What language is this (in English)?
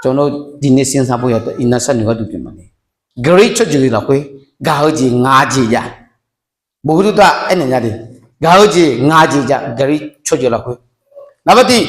Akha